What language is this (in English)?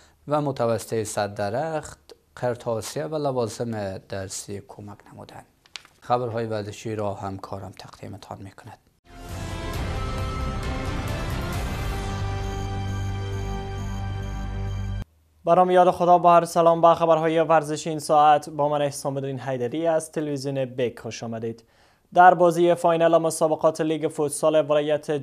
Persian